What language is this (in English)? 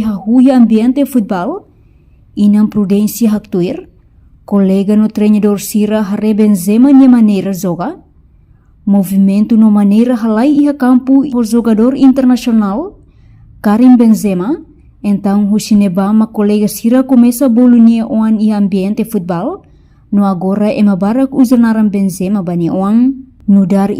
Tetum